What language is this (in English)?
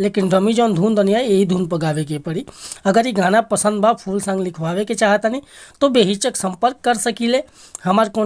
Bhojpuri